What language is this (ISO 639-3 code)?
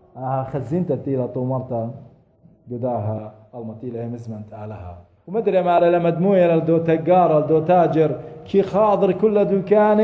aii